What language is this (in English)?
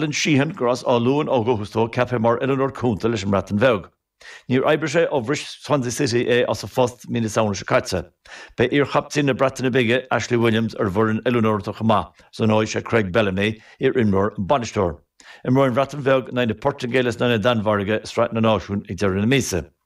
Irish